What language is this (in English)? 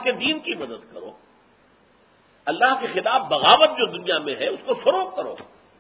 Urdu